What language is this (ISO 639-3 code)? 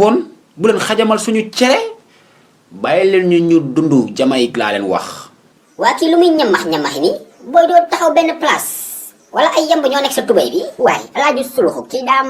wol